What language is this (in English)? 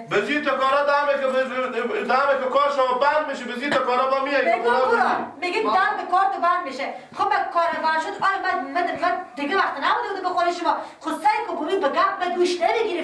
Persian